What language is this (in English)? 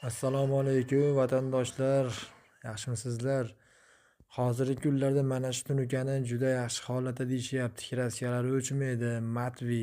Uzbek